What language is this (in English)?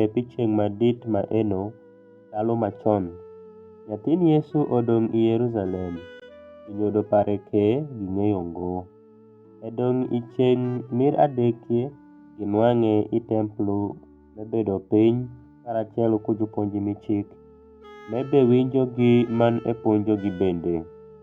Alur